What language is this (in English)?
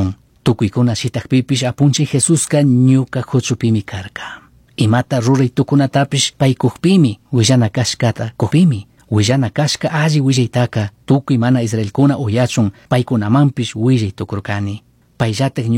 Chimborazo Highland Quichua